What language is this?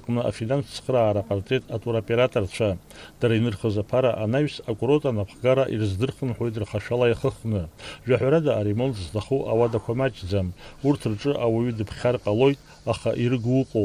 Abkhazian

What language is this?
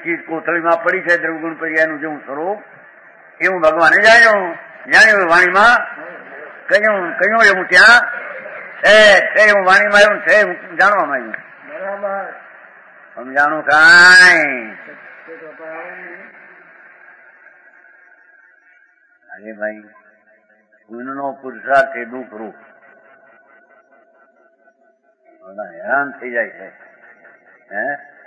Gujarati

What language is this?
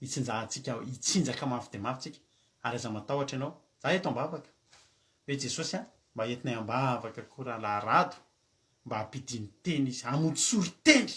Malagasy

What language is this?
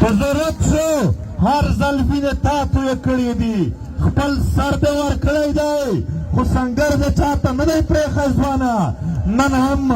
Pashto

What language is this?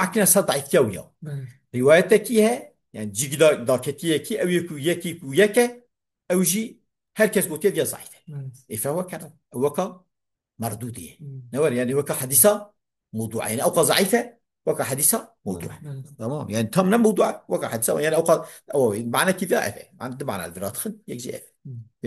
Kurdish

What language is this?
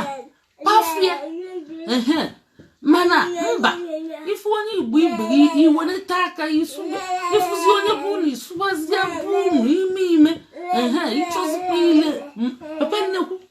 Igbo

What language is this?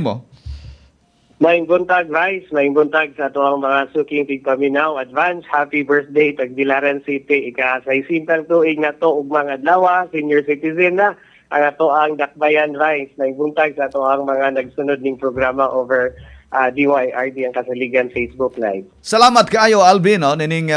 Cebuano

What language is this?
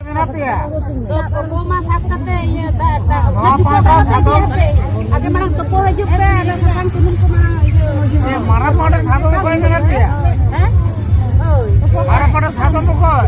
Santali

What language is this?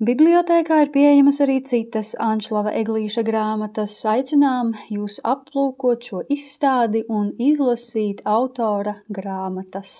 Latvian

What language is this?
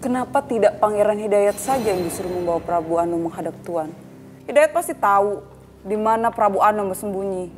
Banjar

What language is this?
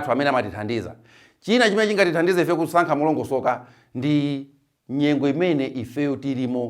Nyanja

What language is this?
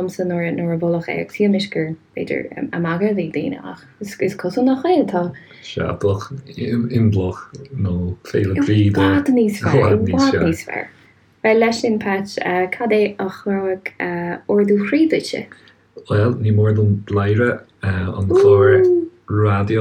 Irish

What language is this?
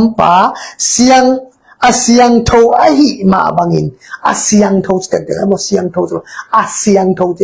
Tedim Chin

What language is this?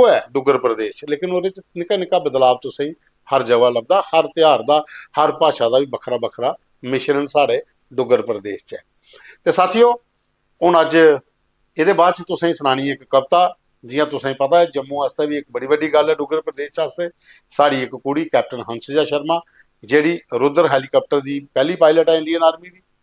Dogri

